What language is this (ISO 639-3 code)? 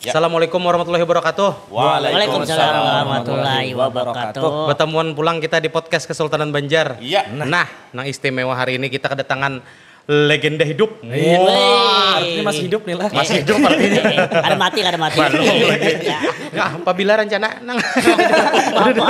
bjn